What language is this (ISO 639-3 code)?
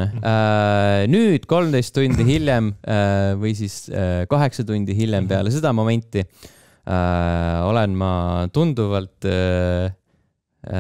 est